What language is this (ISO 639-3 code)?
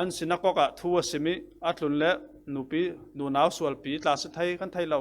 cfm